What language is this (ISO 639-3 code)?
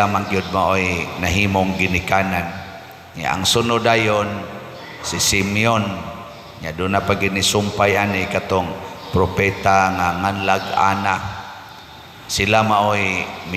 ceb